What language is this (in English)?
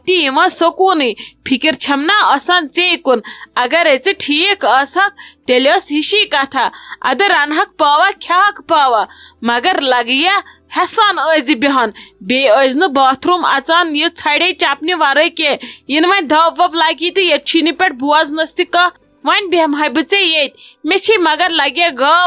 Kashmiri